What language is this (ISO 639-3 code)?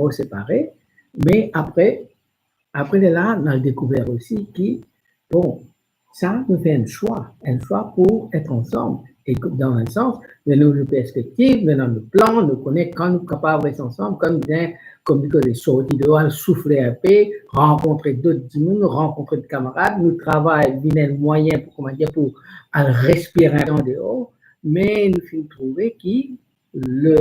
mfe